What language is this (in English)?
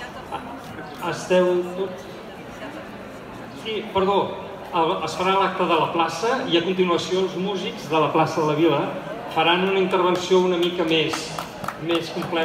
Catalan